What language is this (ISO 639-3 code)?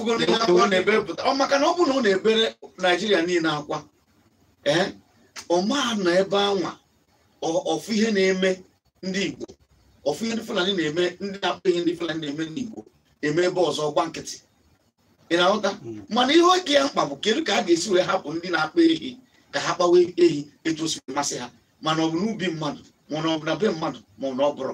ibo